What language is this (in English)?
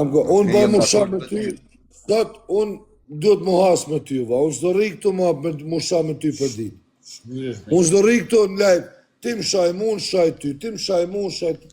Albanian